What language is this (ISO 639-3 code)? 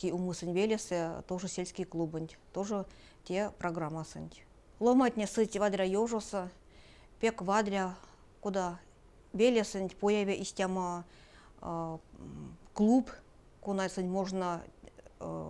myv